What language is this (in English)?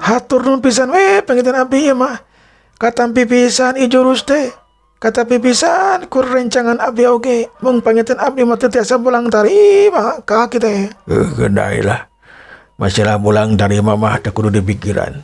Sundanese